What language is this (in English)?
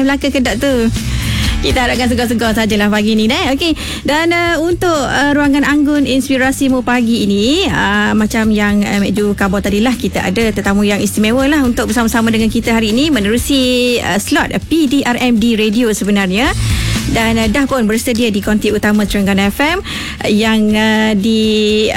Malay